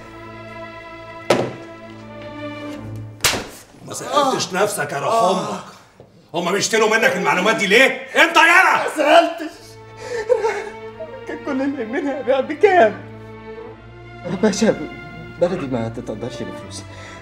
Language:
Egyptian Arabic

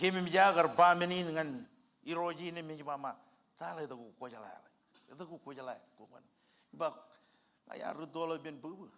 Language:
Marshallese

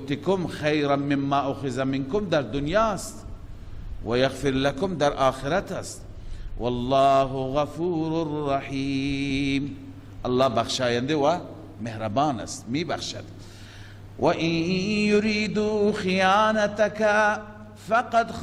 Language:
Persian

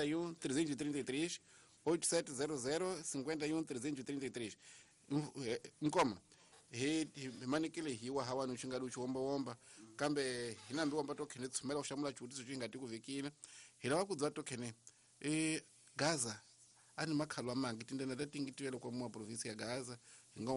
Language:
Tsonga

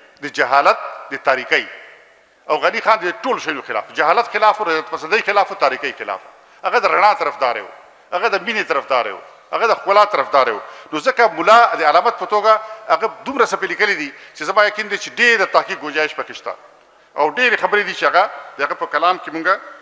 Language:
Pashto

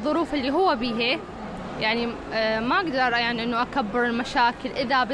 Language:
Mesopotamian Arabic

